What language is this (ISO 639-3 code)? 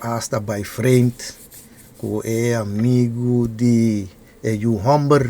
pap